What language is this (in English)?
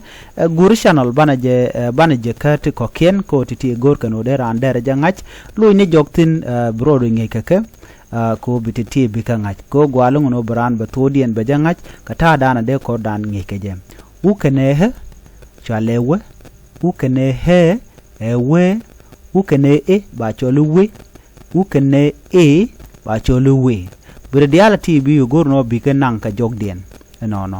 Nuer